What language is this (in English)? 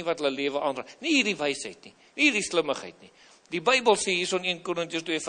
Afrikaans